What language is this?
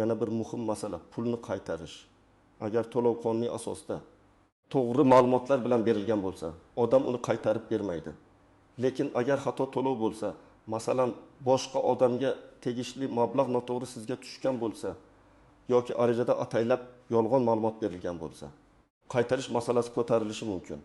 Uzbek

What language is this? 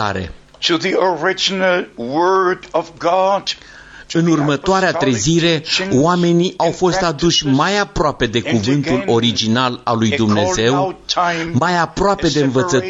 Romanian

